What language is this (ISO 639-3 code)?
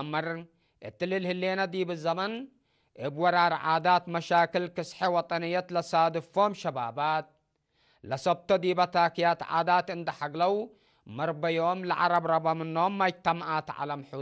tig